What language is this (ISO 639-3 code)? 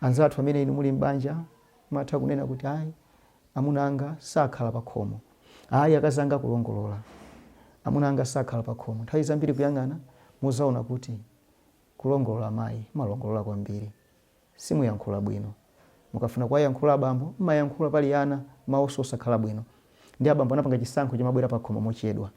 nya